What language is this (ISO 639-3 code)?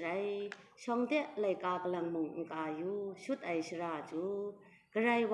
kac